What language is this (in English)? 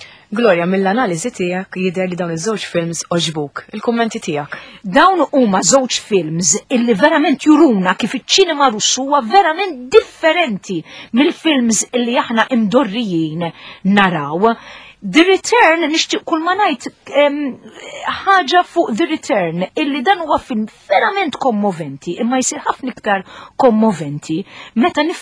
Maltese